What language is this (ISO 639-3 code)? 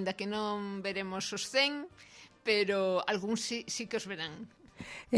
glg